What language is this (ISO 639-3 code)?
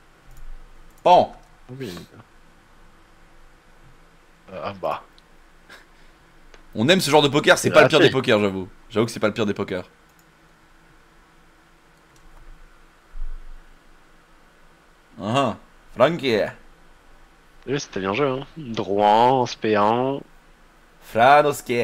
fra